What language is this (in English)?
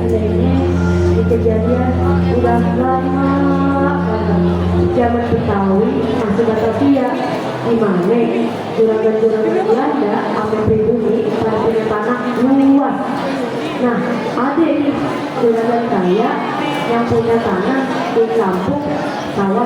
Betawi